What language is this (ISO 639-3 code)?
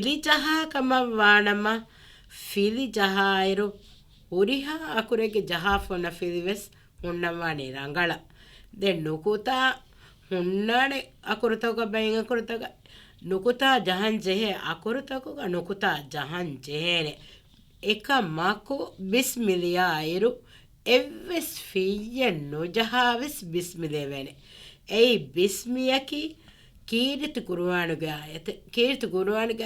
div